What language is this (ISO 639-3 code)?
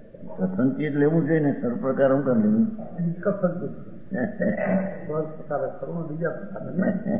guj